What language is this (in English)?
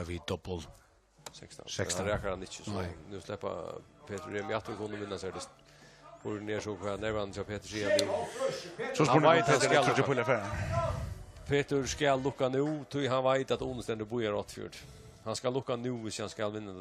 Faroese